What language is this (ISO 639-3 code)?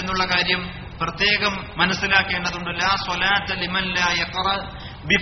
mal